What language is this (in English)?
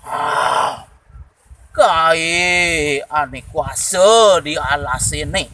Balinese